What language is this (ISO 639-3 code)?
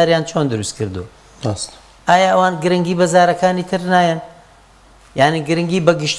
ckb